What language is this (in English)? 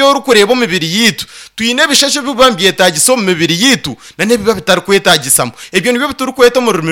Nyankole